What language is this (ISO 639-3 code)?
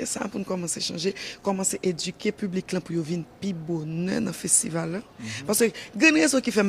hat